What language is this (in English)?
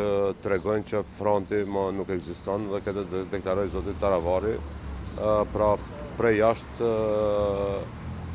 Albanian